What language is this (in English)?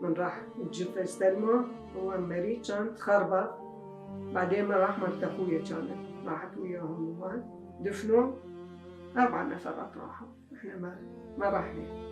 Mesopotamian Arabic